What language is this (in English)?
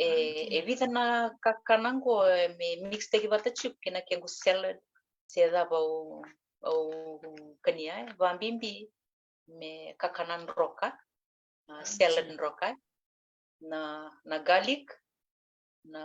Fijian